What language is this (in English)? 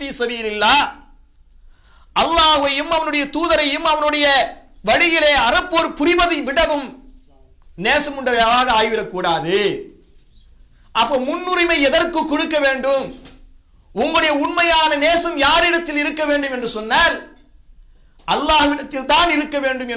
Tamil